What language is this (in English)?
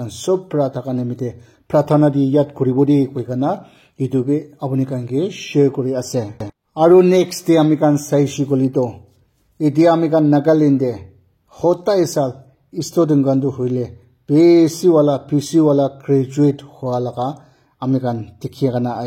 Naga Pidgin